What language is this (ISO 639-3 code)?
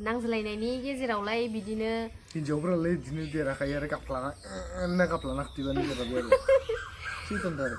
brx